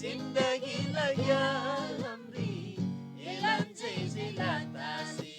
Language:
Eastern Tamang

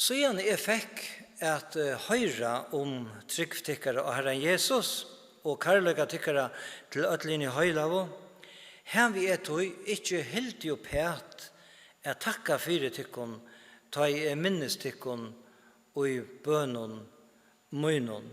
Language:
Faroese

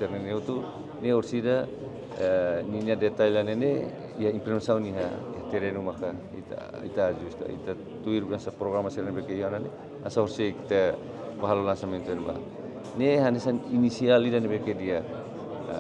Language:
Tetum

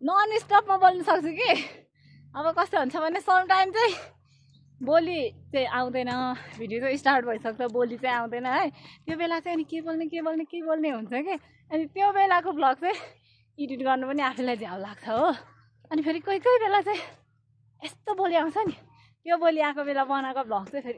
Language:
Nepali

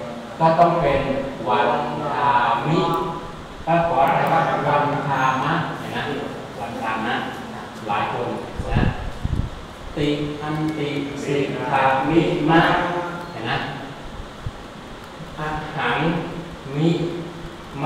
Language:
Thai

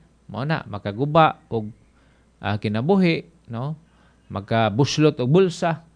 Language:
Cebuano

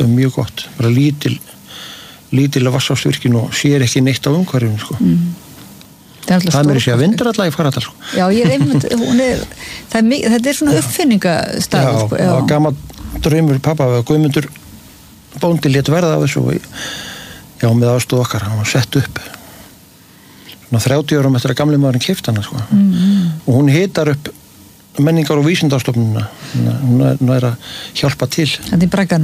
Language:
Icelandic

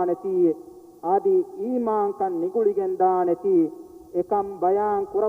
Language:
Divehi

